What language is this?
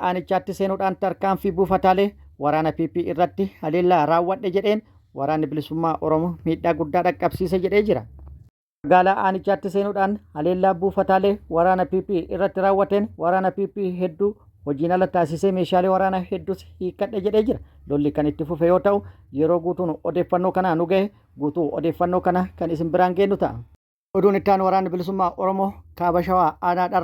Oromo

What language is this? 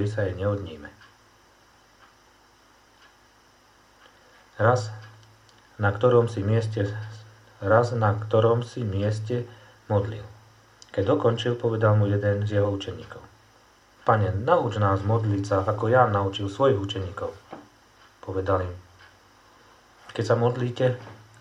Slovak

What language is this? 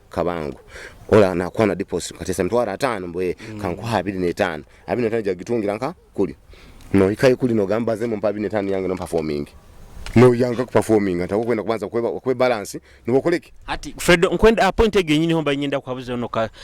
Nyoro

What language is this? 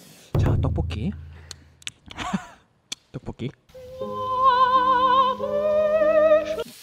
Korean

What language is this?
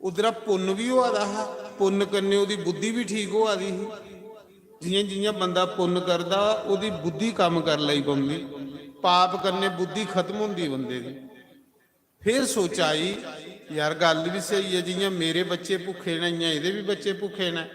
Dogri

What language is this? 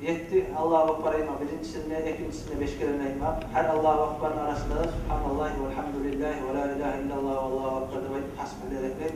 Kumyk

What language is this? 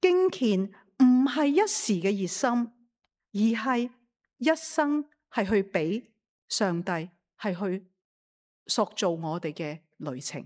Cantonese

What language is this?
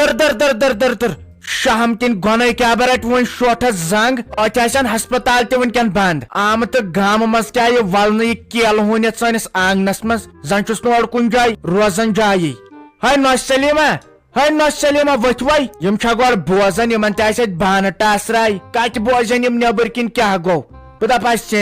Kashmiri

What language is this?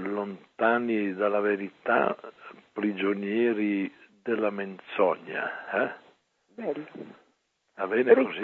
Italian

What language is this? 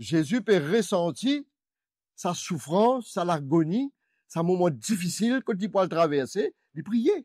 Morisyen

